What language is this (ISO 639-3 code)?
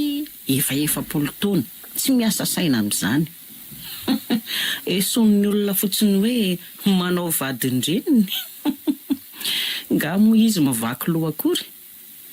mlg